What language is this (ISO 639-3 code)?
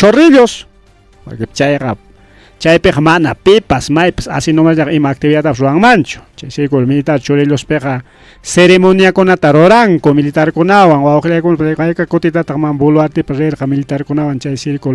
quy